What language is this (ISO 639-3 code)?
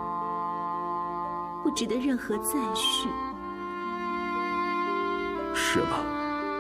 zho